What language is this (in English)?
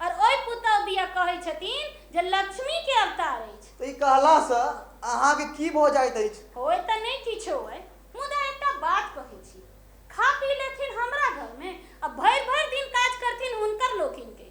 Maithili